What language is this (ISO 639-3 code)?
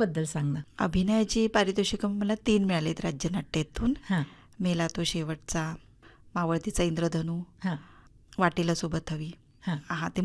mar